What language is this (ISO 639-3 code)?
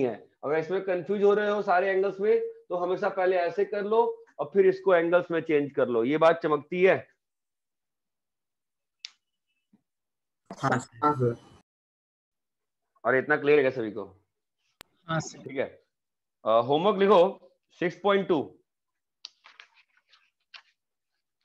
hin